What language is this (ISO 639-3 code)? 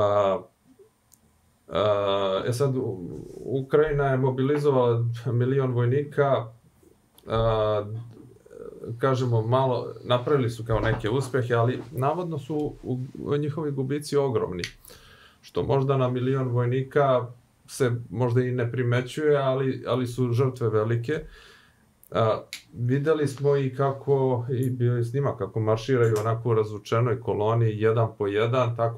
srp